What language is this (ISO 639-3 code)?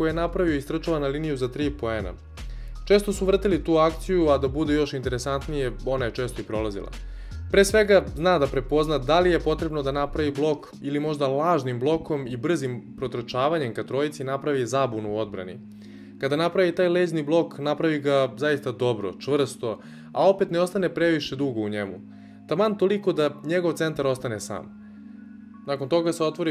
srp